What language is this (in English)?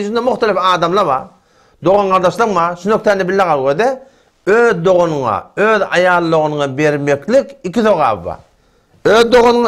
Turkmen